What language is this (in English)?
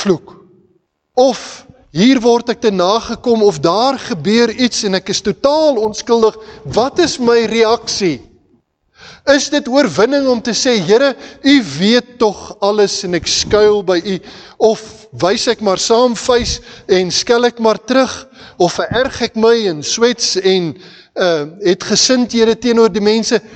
Afrikaans